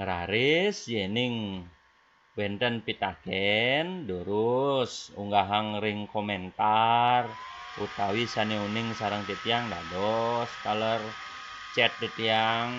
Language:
Balinese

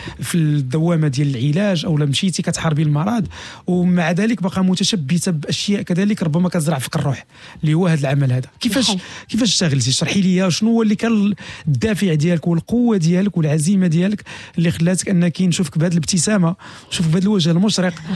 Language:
Moroccan Arabic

